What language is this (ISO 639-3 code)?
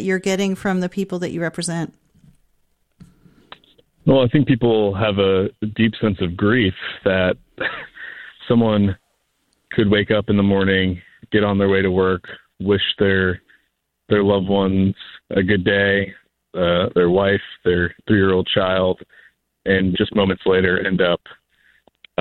eng